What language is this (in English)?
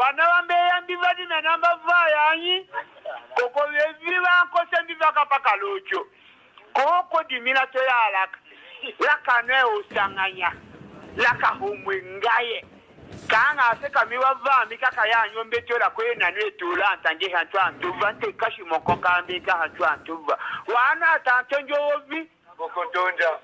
Tetela